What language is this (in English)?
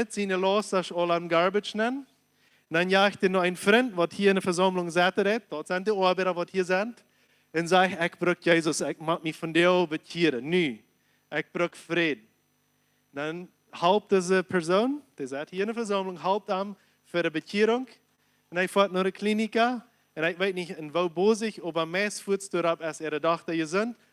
Plautdietsch